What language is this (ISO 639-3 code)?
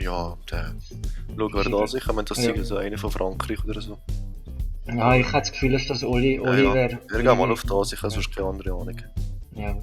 gsw